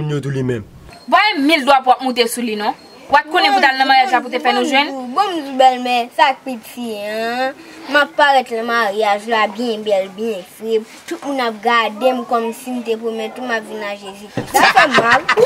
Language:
Haitian Creole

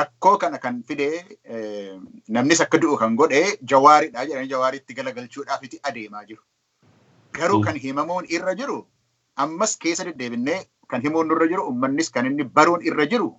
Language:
Oromo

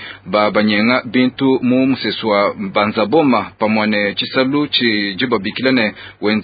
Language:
Luba-Lulua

